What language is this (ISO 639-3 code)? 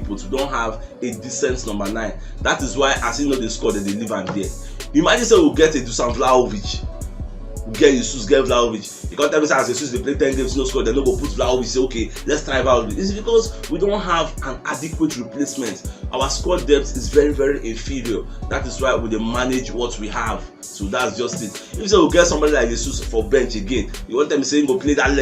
pcm